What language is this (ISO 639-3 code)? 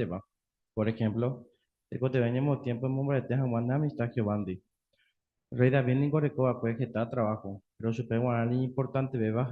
grn